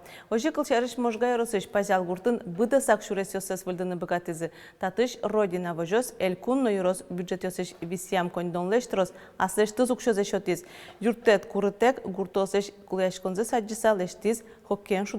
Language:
Udmurt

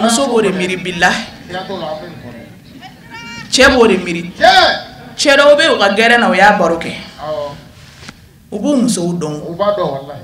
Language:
Bambara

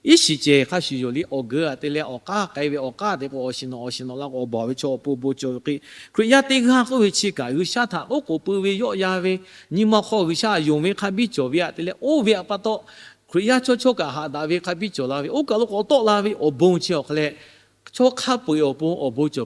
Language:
Lahu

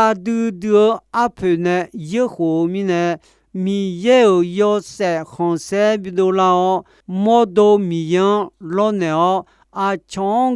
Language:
Akha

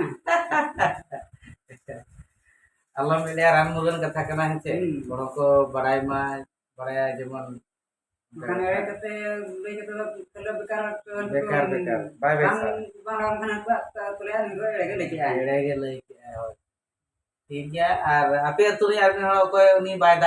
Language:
Santali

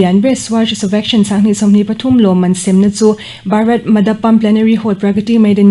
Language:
Mizo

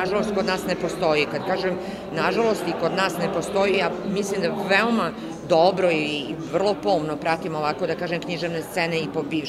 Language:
Serbian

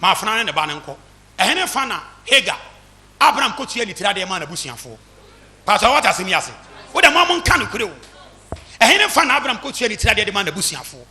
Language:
Akan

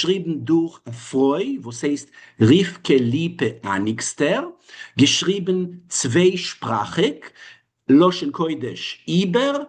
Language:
Yiddish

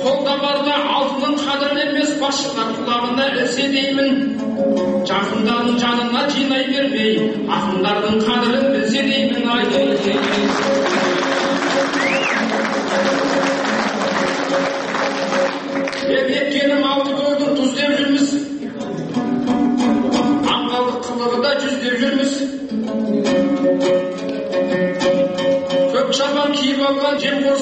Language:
Kazakh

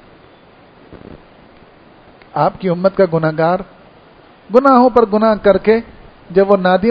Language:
Urdu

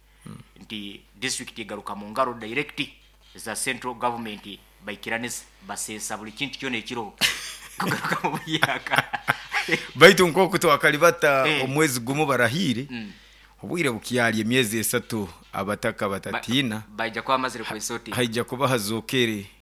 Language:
Nyoro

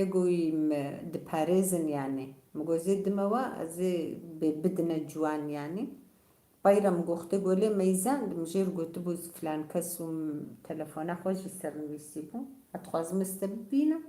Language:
Kurdish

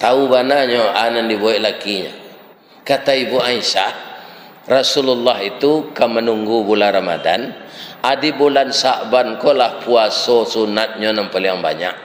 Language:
Minangkabau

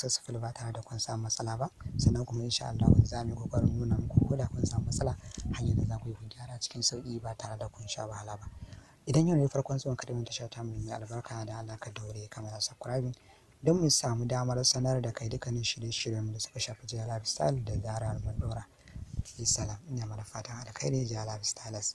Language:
Hausa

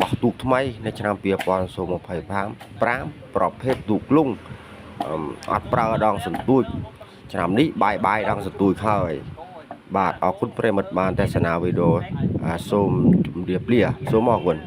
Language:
Khmer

